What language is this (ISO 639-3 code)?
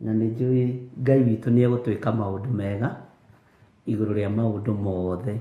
kik